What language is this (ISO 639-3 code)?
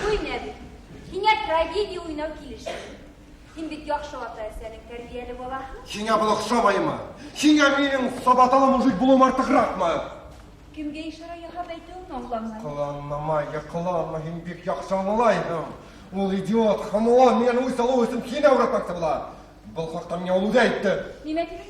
bak